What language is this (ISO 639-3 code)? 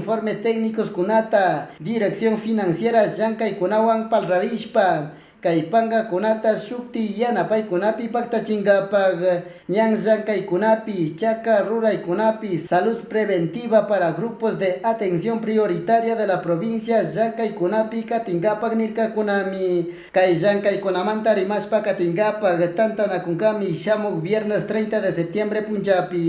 qug